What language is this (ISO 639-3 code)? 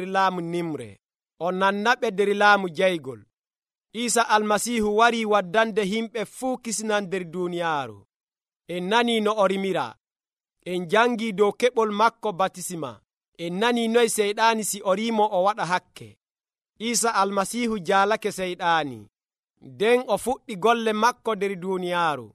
fuv